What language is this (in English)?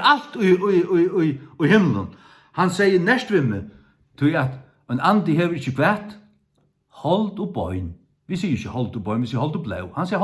Faroese